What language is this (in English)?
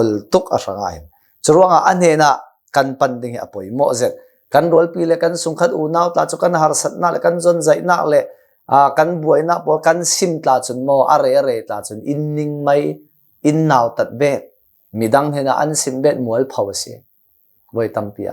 Hakha Chin